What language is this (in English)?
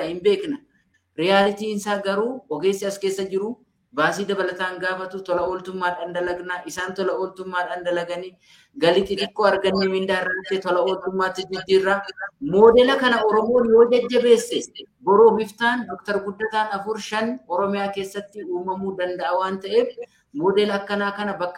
Oromo